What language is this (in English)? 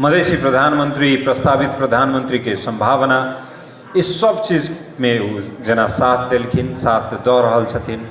Maithili